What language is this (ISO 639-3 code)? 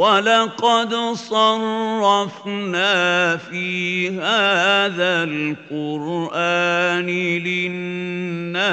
bos